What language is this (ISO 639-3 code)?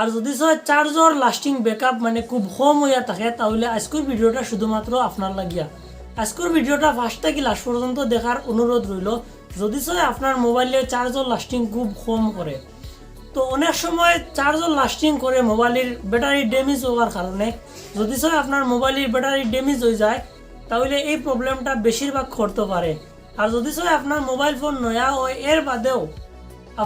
syl